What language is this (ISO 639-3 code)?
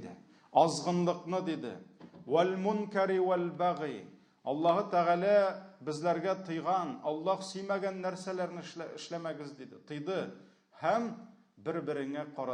tat